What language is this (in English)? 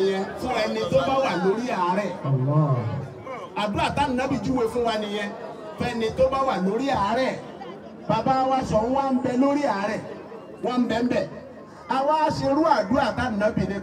Yoruba